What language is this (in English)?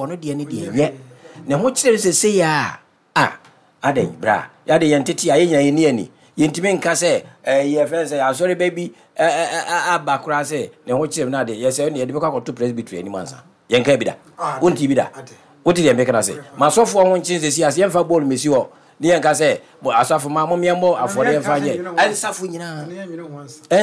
Akan